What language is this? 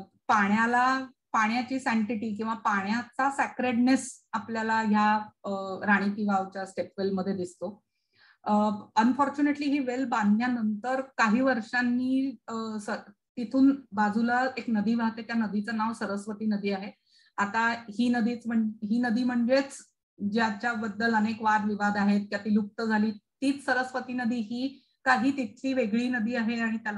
Marathi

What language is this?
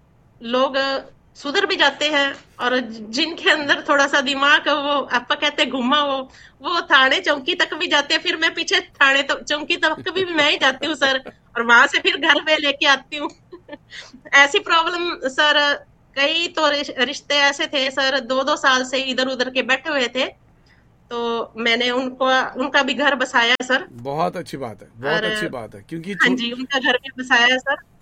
Hindi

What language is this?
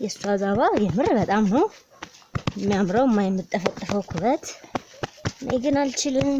Amharic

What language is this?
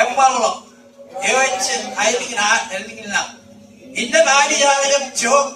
Marshallese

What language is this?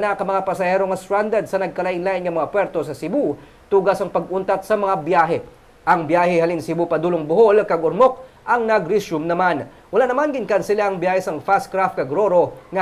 Hiligaynon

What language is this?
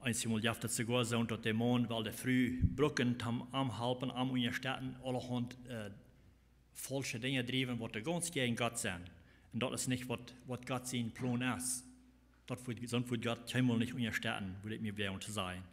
Plautdietsch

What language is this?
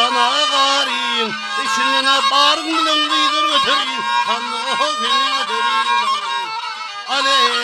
Turkmen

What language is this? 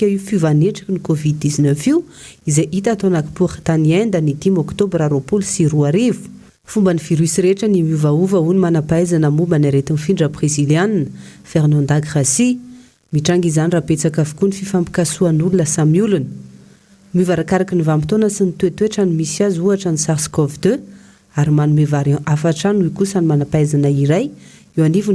Malagasy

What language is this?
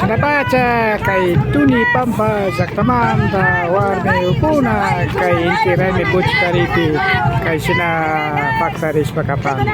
Imbabura Highland Quichua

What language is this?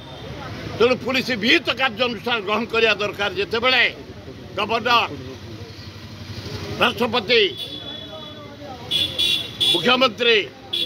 Odia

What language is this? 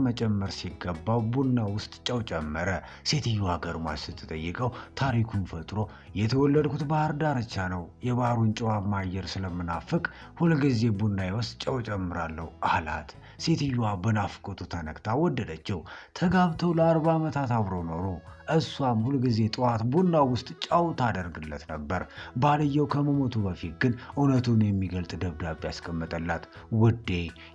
Amharic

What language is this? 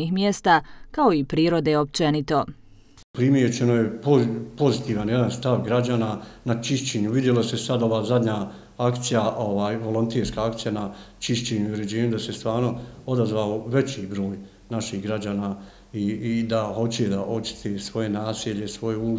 Bosnian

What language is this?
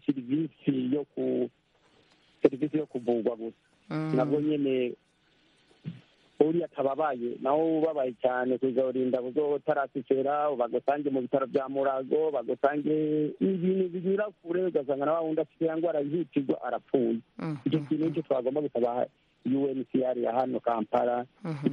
Kinyarwanda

